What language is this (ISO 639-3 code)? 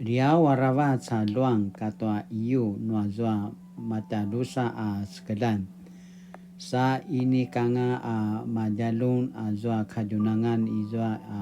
pwn